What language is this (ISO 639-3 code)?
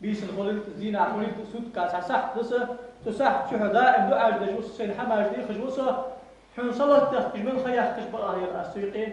inh